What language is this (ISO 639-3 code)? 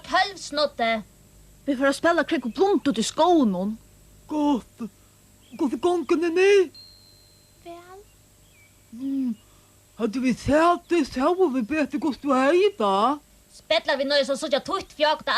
fao